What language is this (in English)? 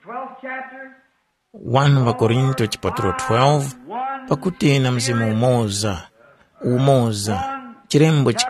Tumbuka